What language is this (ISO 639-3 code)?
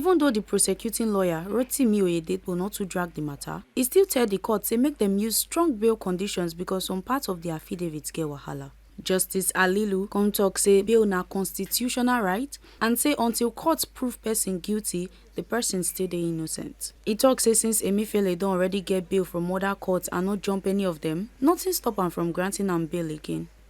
pcm